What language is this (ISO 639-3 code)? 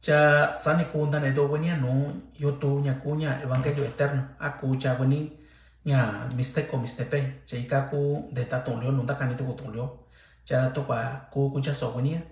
mix